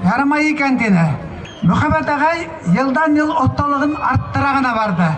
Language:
Bashkir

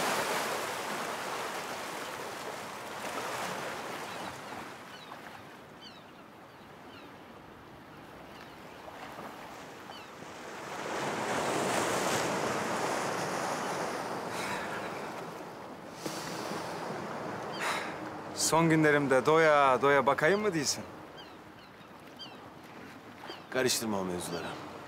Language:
Turkish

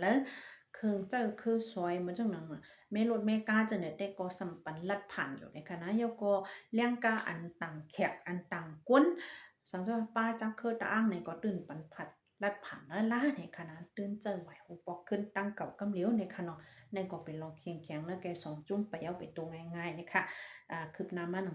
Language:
Shan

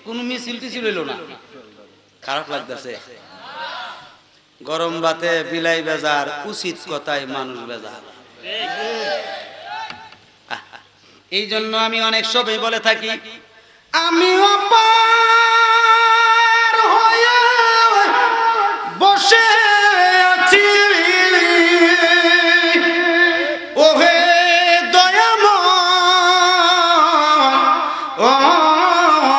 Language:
Bangla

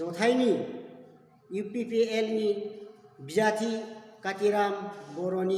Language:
Bodo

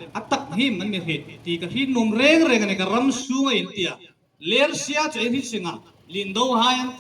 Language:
Hmar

